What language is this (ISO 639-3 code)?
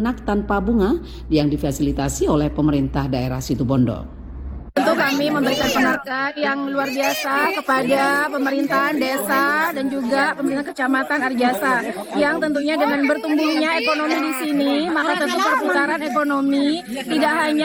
ind